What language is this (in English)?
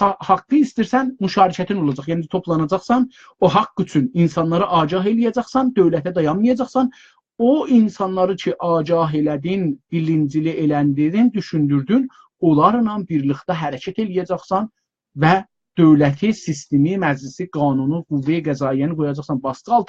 South Azerbaijani